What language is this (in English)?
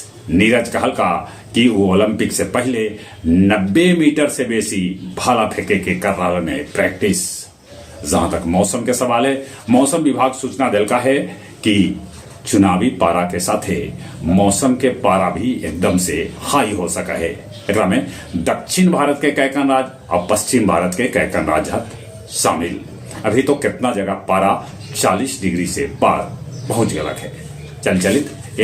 Magahi